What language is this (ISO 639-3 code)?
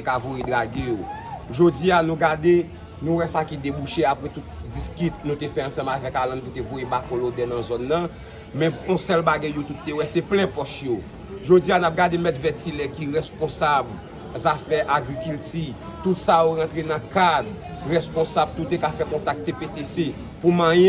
hat